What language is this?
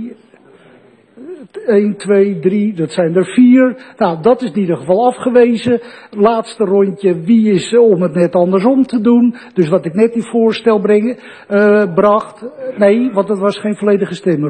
Dutch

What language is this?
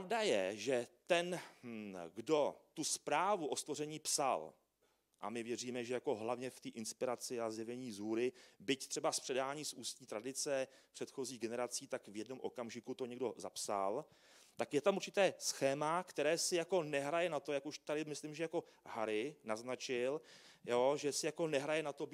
Czech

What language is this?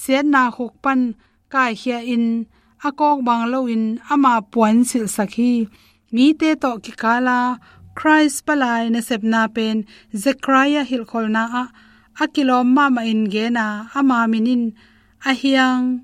Tedim Chin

